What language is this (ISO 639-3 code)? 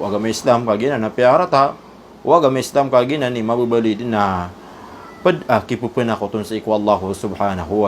mrw